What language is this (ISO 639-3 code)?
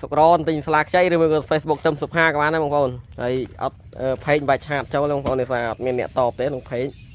khm